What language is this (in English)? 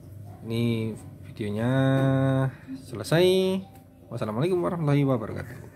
Indonesian